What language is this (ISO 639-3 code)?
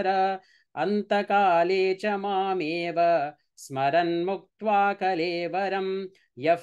san